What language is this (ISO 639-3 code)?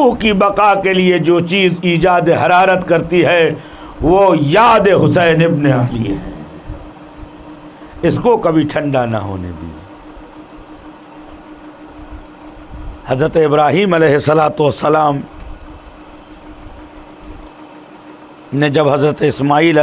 urd